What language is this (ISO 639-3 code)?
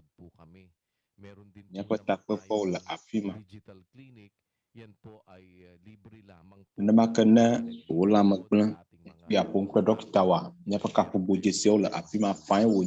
ewe